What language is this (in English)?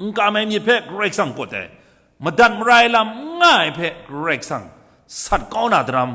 Kachin